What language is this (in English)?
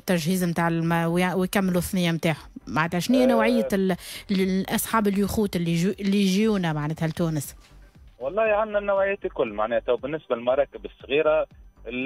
Tunisian Arabic